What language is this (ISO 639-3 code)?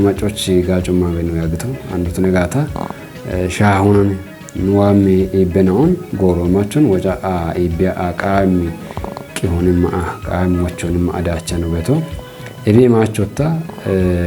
kbr